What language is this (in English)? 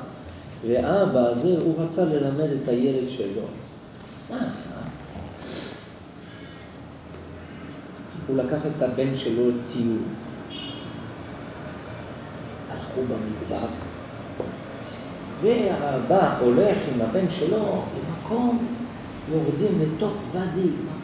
Hebrew